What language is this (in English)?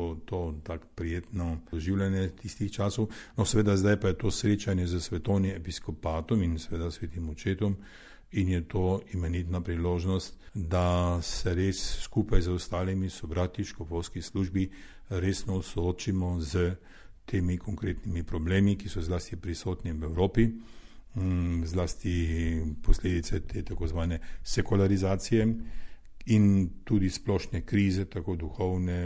Slovenian